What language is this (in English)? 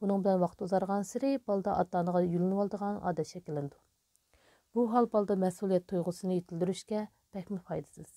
Uyghur